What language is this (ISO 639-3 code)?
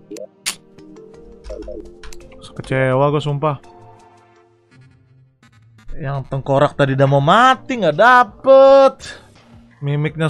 ind